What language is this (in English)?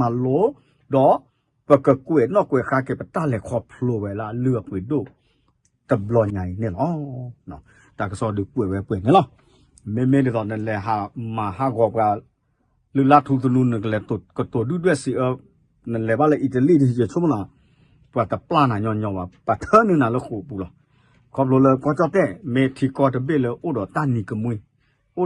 S'gaw Karen